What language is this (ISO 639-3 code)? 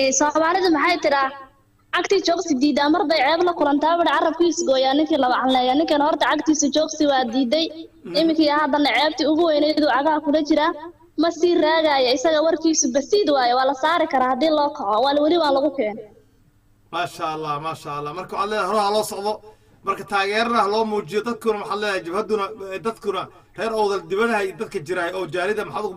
som